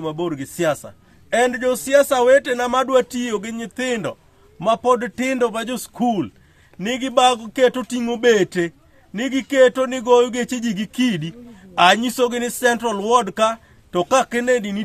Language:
Luo (Kenya and Tanzania)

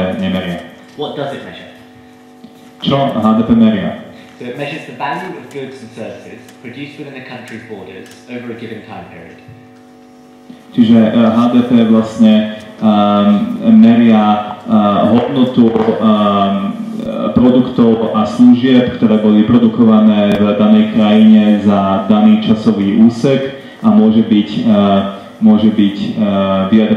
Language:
Slovak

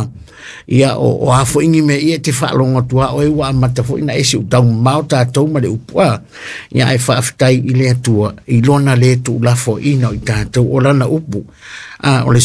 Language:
Samoan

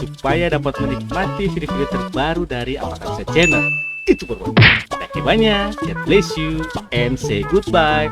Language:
Ambonese Malay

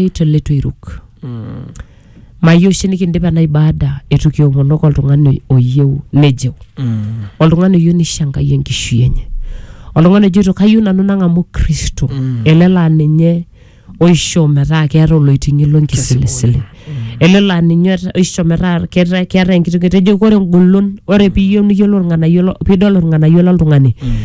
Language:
Masai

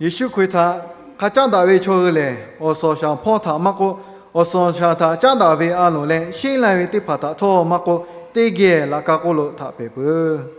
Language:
Lahu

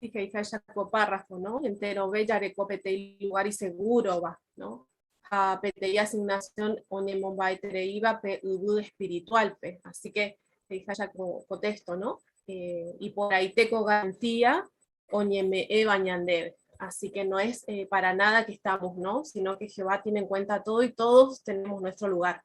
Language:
Guarani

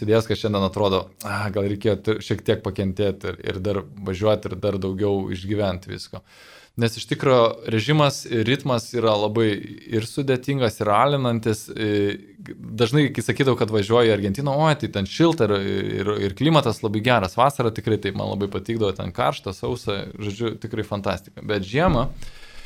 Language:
Lithuanian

